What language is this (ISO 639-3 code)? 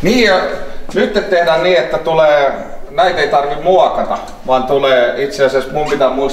fin